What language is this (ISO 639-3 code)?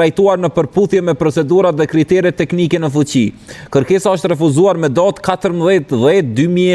sqi